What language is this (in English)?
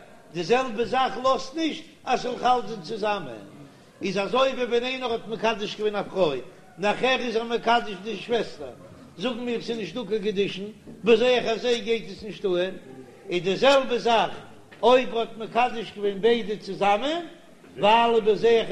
Yiddish